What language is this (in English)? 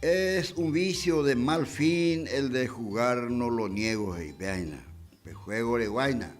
Guarani